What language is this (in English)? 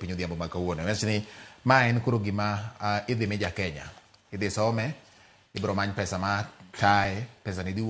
Luo (Kenya and Tanzania)